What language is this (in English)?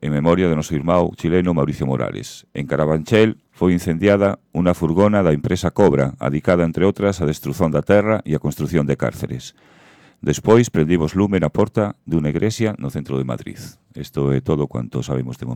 Galician